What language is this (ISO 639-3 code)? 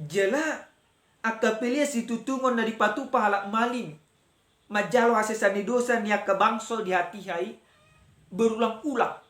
bbc